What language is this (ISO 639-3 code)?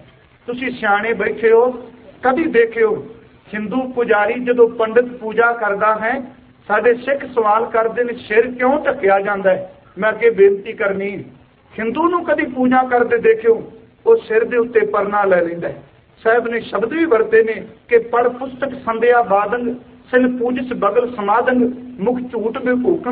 pan